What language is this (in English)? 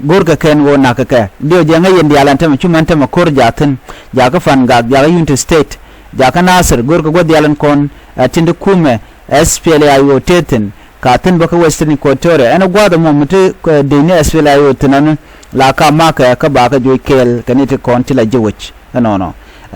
Nuer